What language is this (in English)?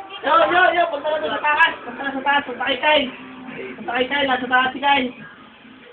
Filipino